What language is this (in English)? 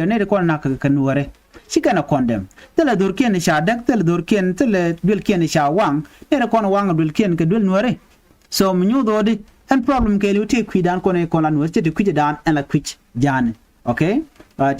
Nuer